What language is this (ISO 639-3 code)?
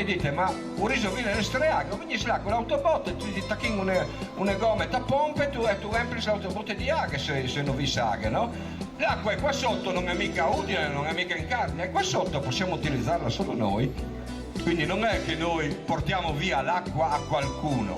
fur